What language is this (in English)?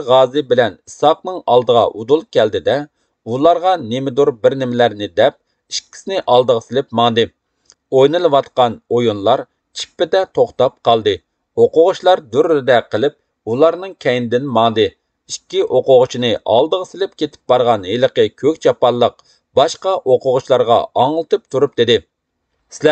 Uyghur